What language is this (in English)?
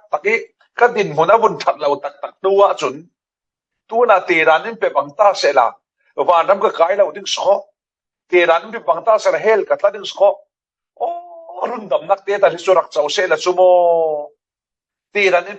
Falam Chin